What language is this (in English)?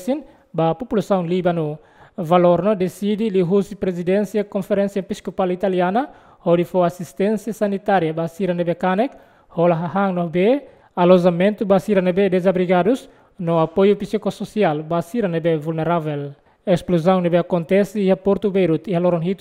Tetum